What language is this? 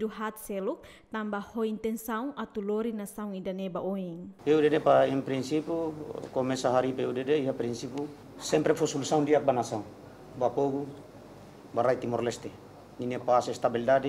Tetum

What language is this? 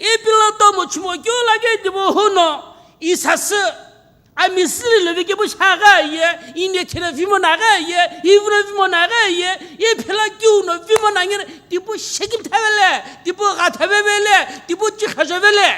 Sumi Naga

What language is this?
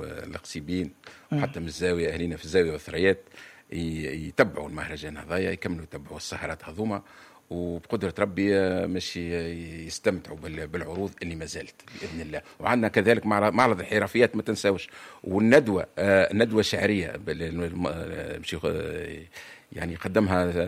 Tunisian Arabic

